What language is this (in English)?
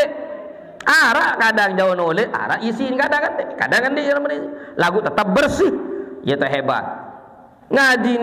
Sasak